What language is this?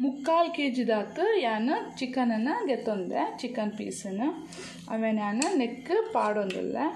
Tulu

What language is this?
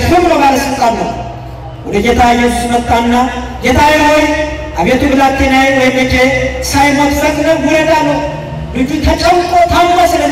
Amharic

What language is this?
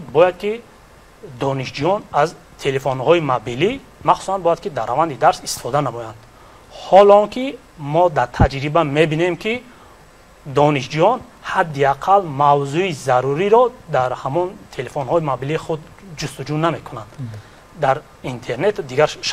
Tajik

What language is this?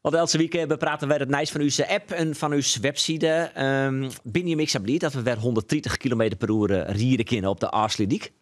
Western Frisian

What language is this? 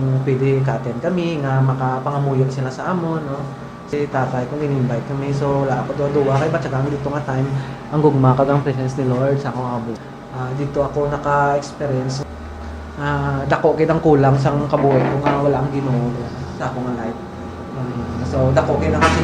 Hiligaynon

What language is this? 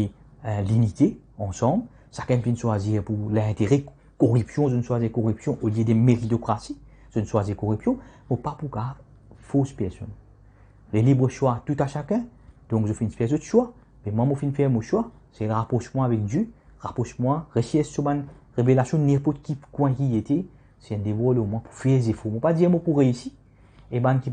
Morisyen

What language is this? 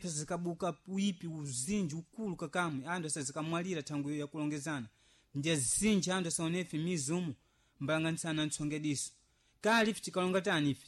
Sena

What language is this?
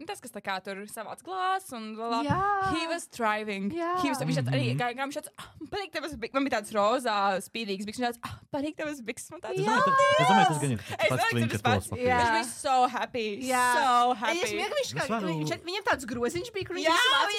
Latvian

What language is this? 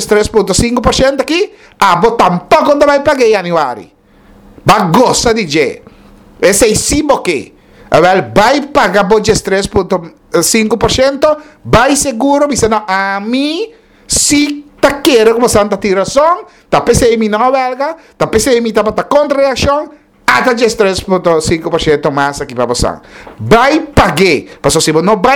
Papiamento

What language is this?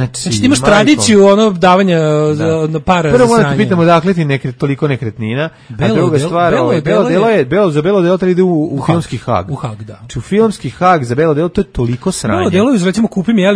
Serbian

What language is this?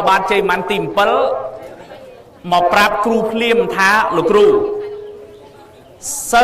Khmer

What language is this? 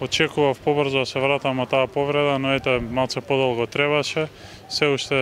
Macedonian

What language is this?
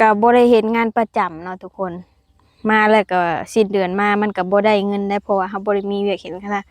Lao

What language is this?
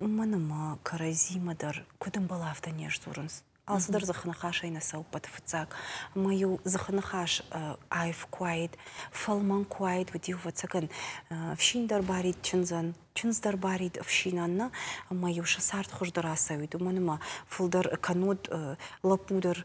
Ossetic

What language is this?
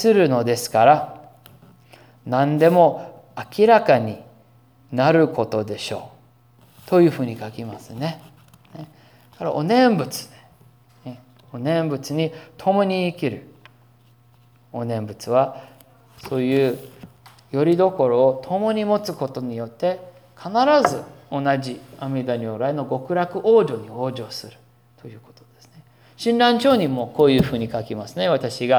Japanese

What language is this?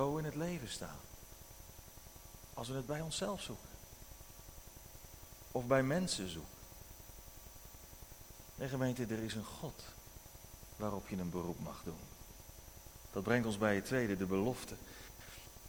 Dutch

